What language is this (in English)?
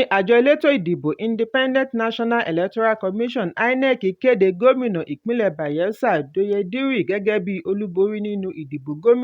Yoruba